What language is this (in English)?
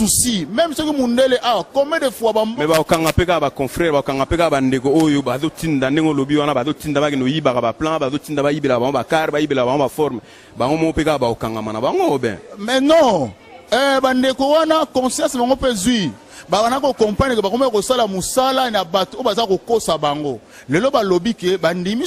Lingala